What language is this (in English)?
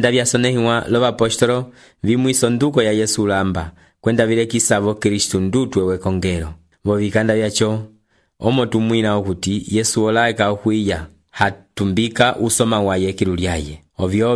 Umbundu